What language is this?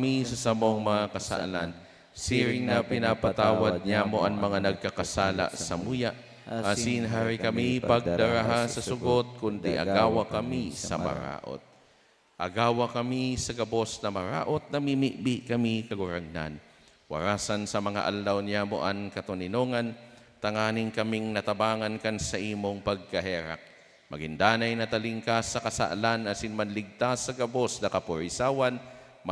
Bikol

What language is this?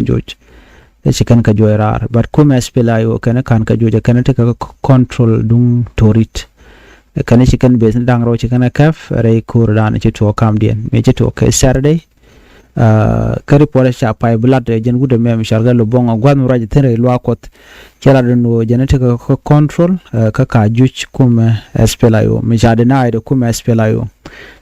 Nuer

